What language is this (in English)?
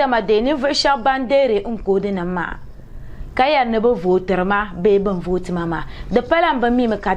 Dagbani